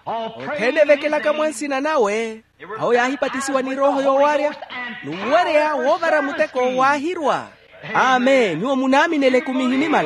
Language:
Makhuwa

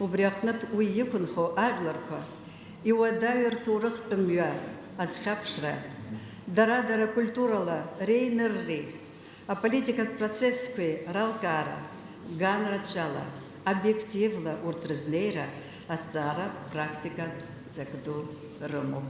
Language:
Abkhazian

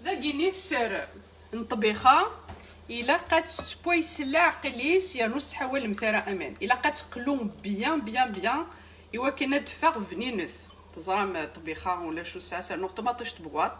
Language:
Kabyle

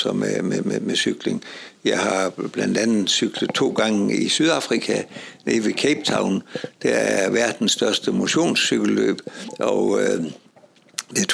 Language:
Danish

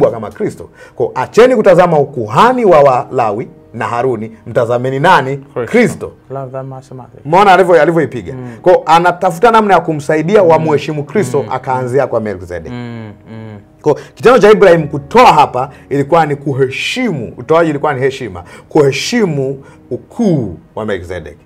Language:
Swahili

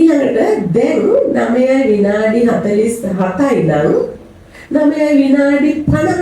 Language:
Sinhala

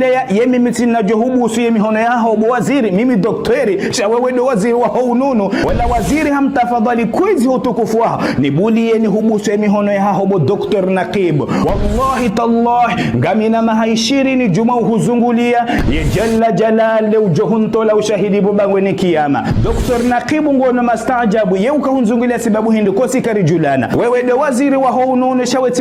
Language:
Ngazidja Comorian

